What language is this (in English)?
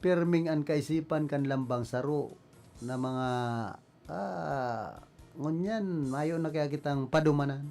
Bikol